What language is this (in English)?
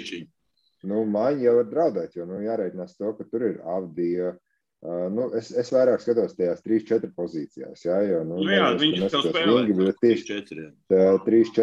Latvian